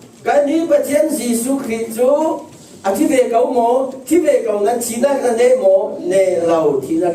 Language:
Falam Chin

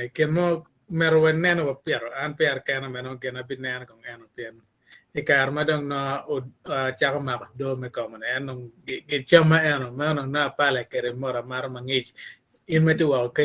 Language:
Acoli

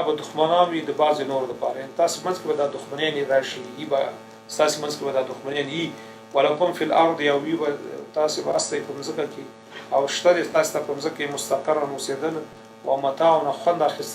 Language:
Pashto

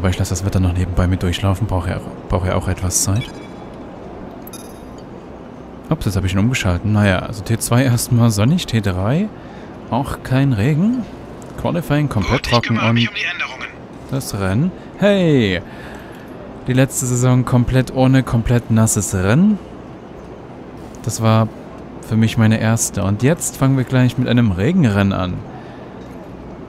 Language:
German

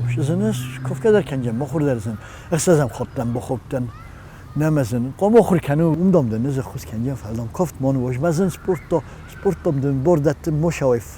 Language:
Ossetic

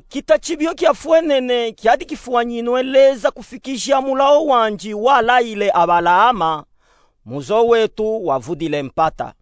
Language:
Luba-Katanga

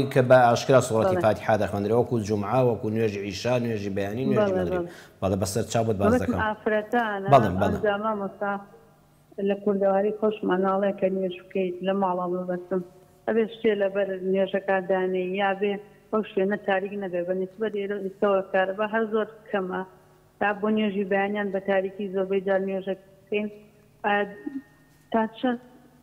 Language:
Central Kurdish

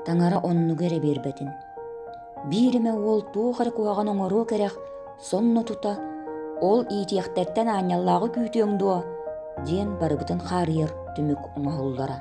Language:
Yakut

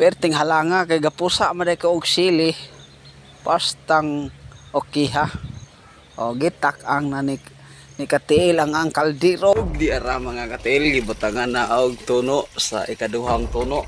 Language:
Cebuano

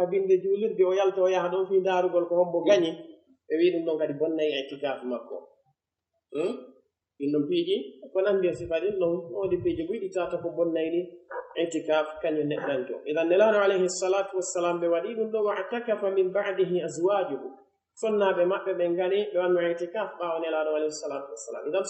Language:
Pular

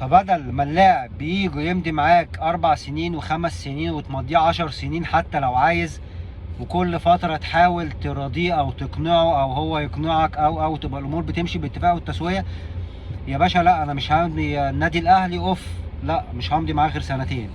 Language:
Egyptian Arabic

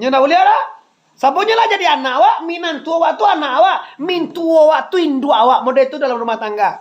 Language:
Minangkabau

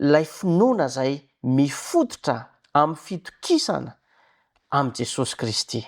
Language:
Malagasy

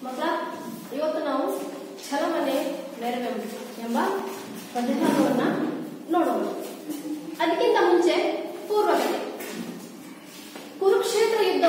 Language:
Kannada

